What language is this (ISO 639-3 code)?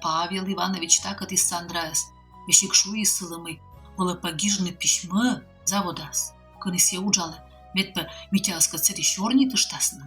kom